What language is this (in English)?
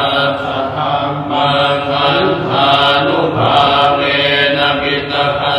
Pali